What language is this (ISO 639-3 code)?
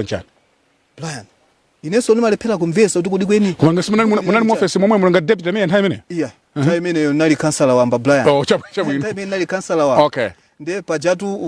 nya